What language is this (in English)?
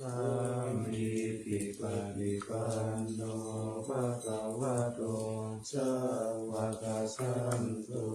Pali